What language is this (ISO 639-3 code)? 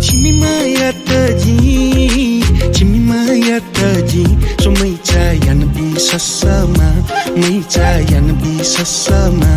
new